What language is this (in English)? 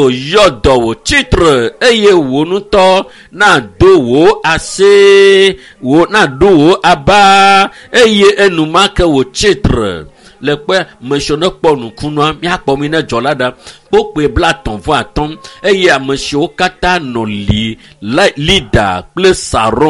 Ewe